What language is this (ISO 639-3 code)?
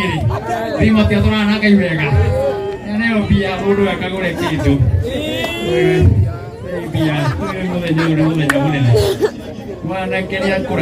kik